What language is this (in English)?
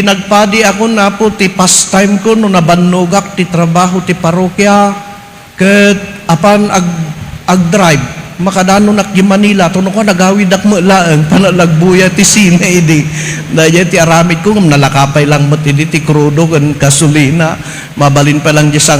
Iloko